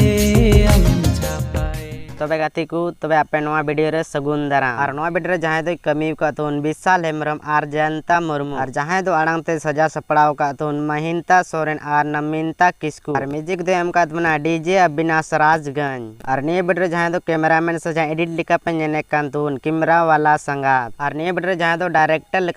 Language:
Santali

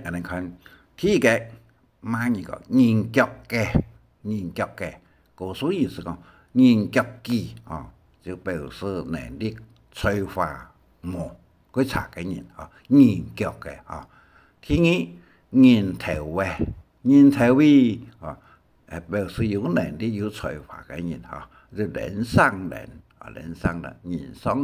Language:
Hakka Chinese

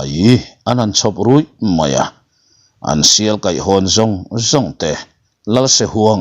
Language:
Mizo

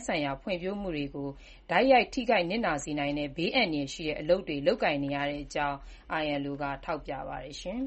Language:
Burmese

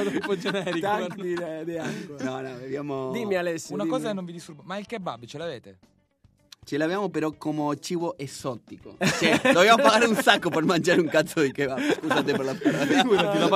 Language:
Italian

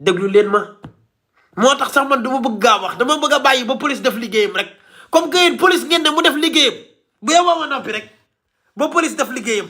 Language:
Wolof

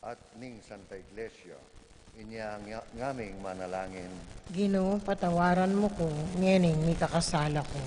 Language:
Pampanga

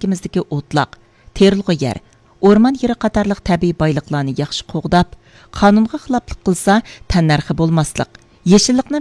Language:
Uyghur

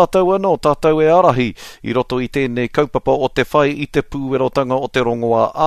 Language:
Māori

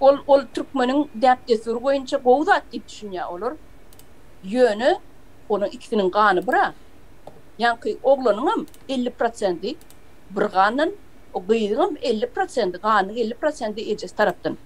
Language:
Turkmen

